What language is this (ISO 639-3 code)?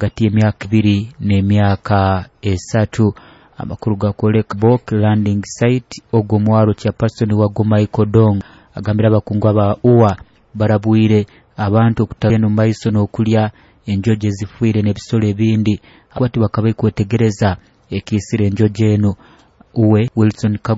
nyo